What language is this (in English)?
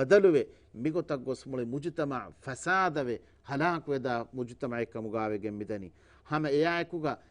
Divehi